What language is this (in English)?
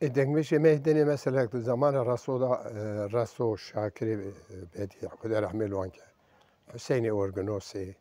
Kurdish